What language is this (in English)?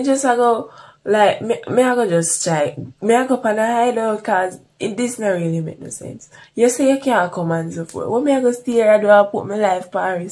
Jamaican Creole English